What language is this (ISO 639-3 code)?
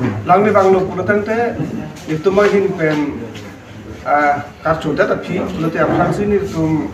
mjw